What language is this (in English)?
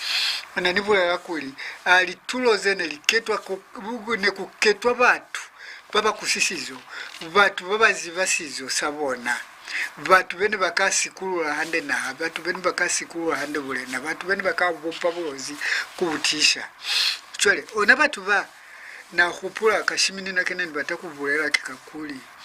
Lozi